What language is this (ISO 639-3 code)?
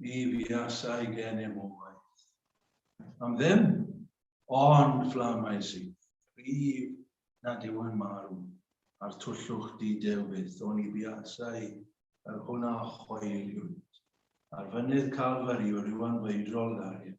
cym